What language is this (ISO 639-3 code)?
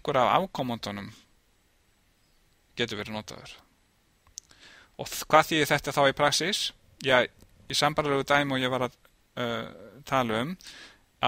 isl